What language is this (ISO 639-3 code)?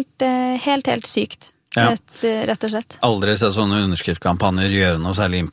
nor